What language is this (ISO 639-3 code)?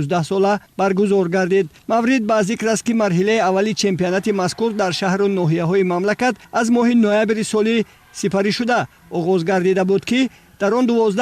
tgk